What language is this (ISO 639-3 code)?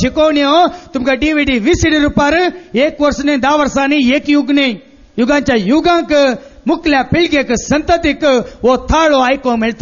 kok